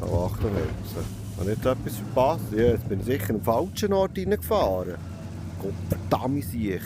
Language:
Swiss German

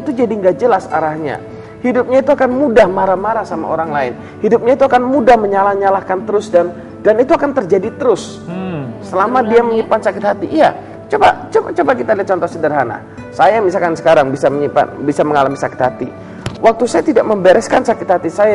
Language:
Indonesian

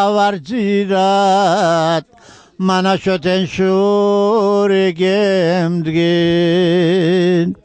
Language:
Laz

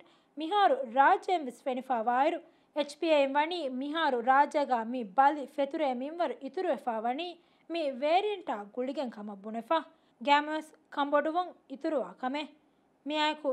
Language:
Divehi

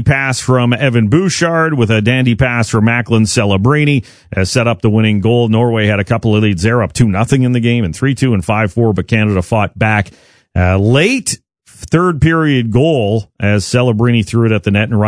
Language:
English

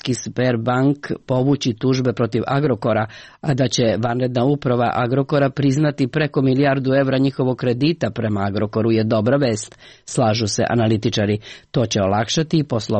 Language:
Serbian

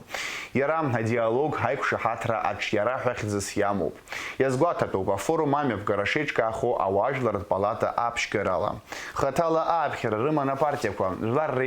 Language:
Abkhazian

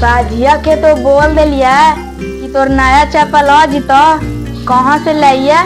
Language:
Magahi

